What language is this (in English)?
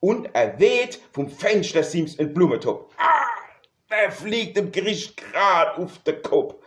Palatine German